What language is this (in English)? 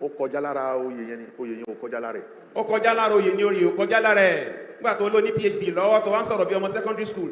Yoruba